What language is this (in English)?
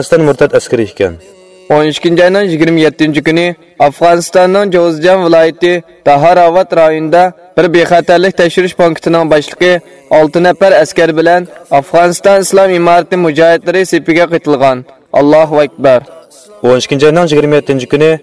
Uyghur